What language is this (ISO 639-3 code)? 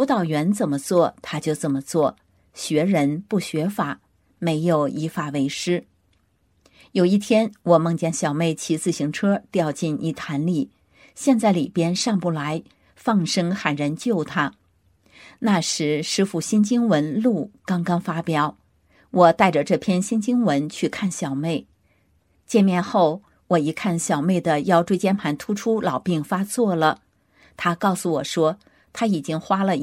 zho